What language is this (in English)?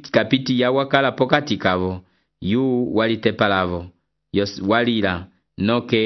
Umbundu